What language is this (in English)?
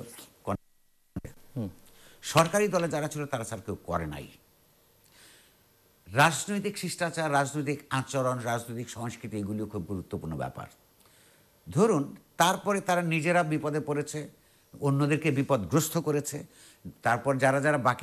Bangla